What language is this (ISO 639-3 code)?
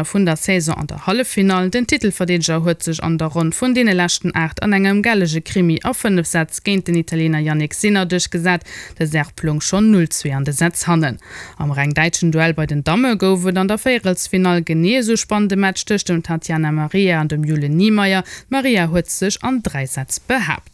ltz